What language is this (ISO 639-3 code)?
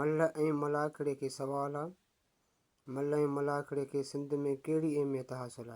snd